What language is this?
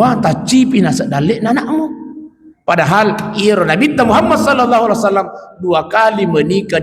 Buginese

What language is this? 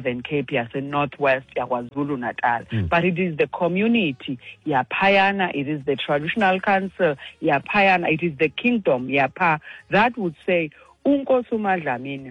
Xhosa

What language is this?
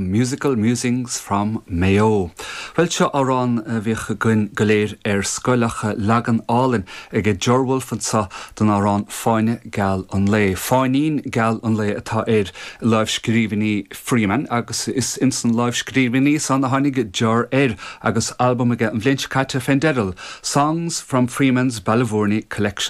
Irish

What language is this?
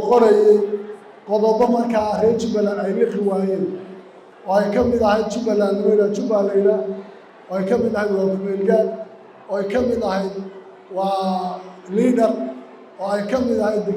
Somali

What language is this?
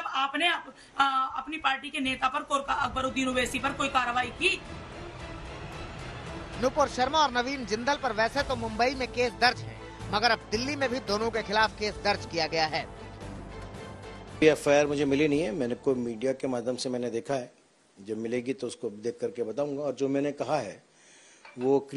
Hindi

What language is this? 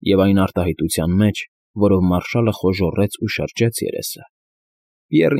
Armenian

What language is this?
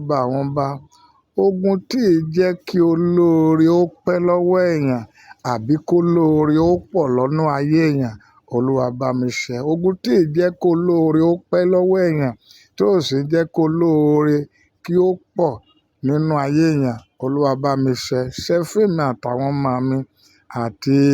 Yoruba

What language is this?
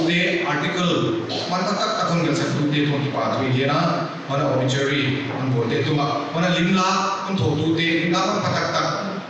Paite Chin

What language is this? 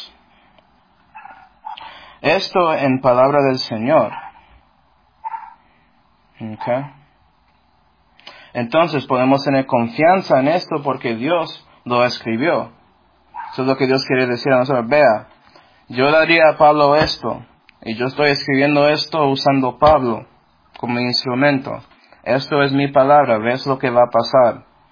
Spanish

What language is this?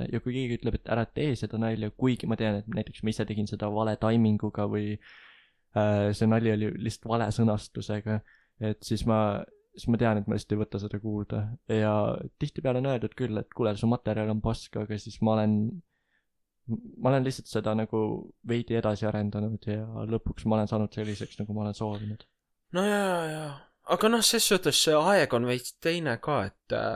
Estonian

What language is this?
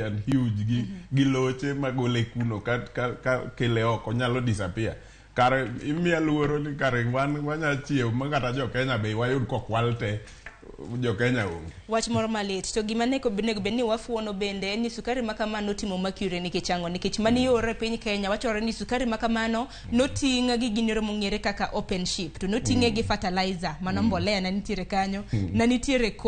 Luo (Kenya and Tanzania)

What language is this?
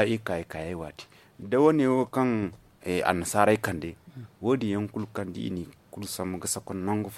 Zarma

